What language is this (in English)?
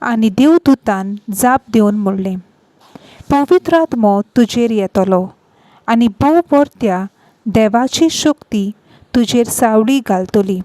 Konkani